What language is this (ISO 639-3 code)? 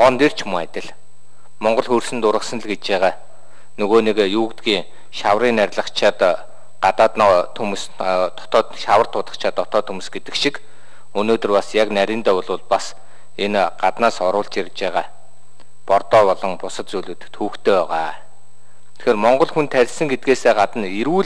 mon